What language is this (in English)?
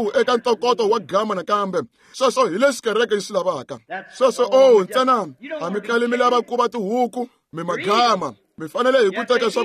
Tsonga